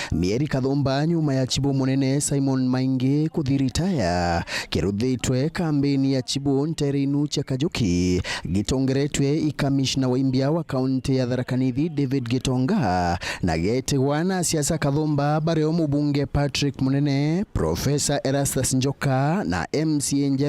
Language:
Meru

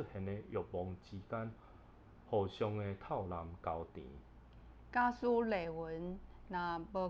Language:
Min Nan Chinese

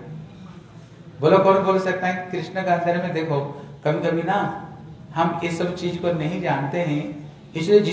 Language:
Hindi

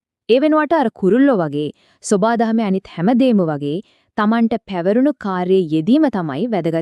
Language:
Sinhala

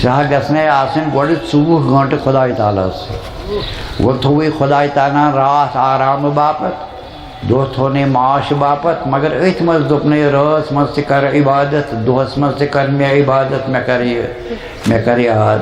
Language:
Kashmiri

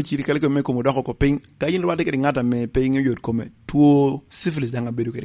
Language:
Lango (Uganda)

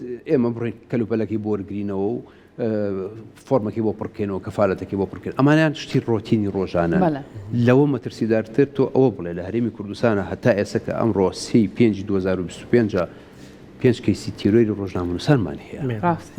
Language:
Central Kurdish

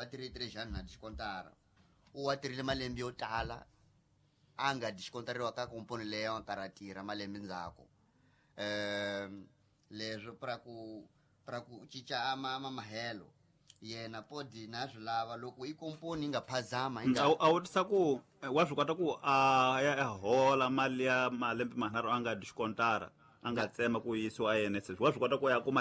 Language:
Tsonga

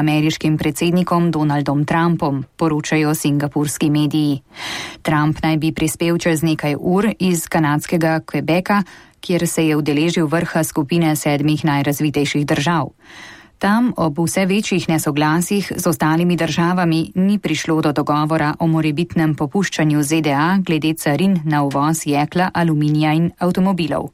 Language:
Slovenian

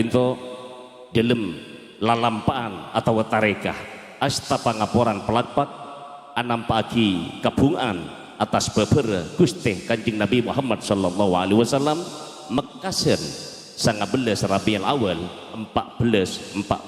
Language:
Madurese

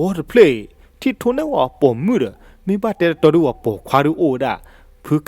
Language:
S'gaw Karen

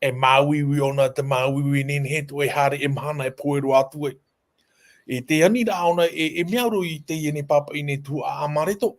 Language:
Tahitian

